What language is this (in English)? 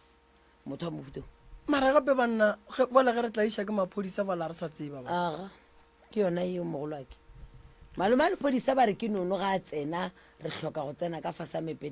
Northern Sotho